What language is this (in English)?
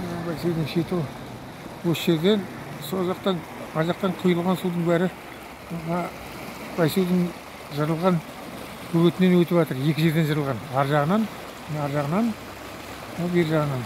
Kazakh